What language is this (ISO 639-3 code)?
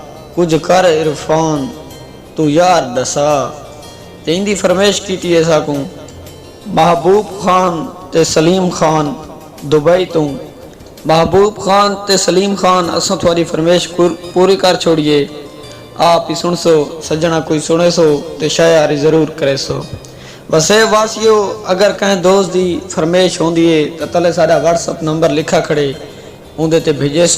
skr